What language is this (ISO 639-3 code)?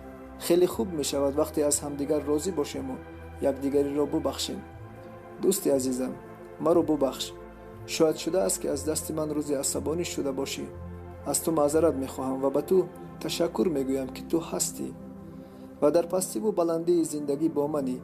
tgk